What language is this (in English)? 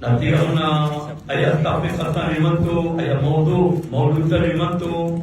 Maranao